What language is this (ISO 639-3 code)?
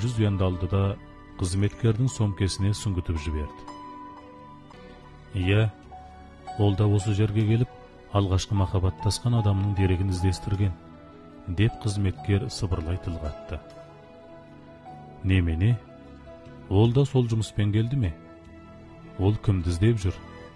kaz